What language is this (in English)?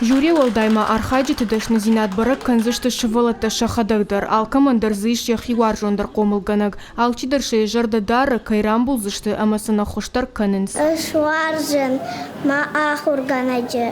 Ossetic